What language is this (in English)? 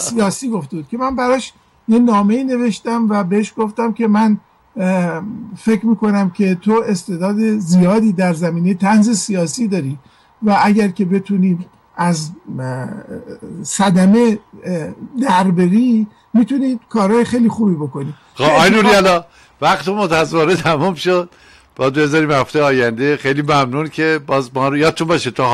Persian